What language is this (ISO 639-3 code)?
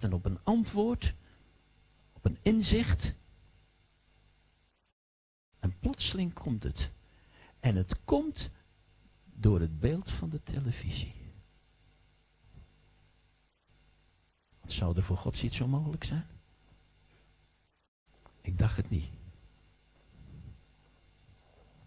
nld